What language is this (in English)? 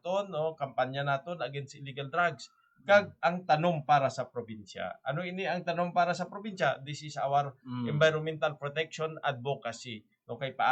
Hiligaynon